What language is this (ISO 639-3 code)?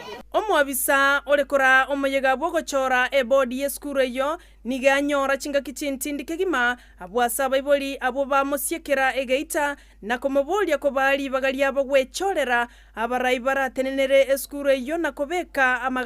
guz